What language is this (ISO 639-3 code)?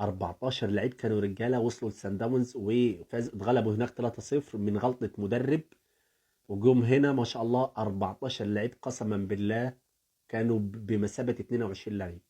arz